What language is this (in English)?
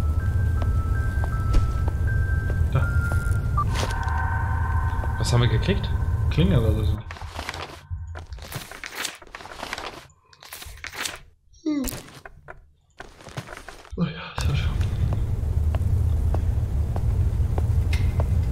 German